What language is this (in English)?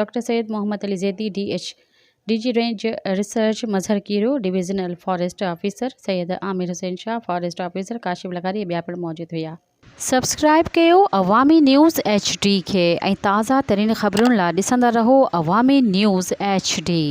Sindhi